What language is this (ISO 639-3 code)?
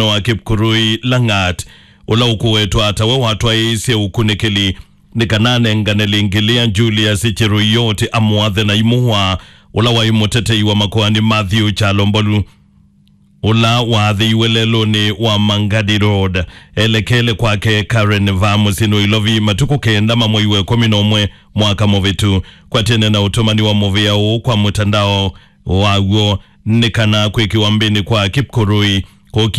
kam